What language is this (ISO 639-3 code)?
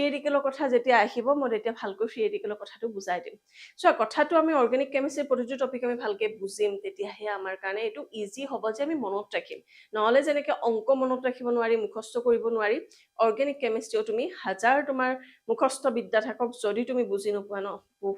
asm